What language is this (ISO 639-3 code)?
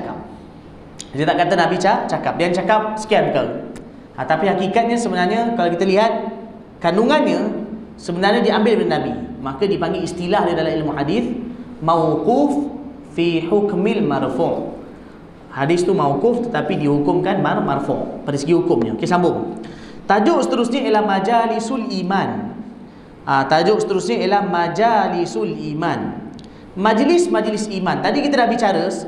msa